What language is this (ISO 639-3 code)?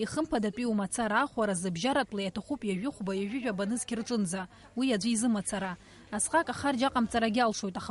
abk